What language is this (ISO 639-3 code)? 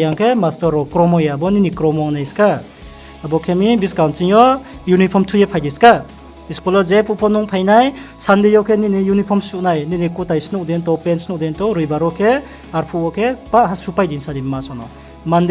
ria